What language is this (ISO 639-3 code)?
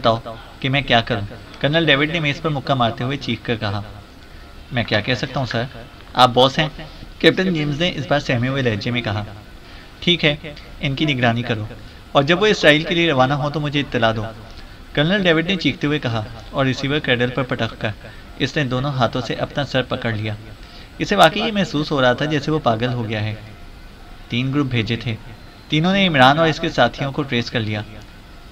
urd